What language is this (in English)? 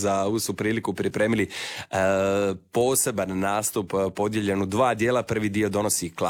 Croatian